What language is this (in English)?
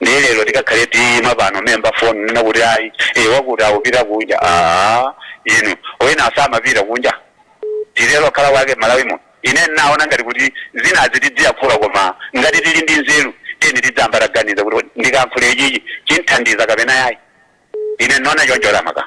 Nyanja